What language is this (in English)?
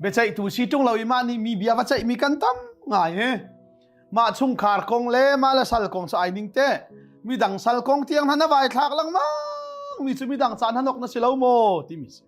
Hakha Chin